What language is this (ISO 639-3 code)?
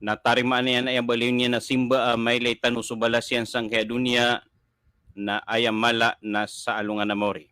mrw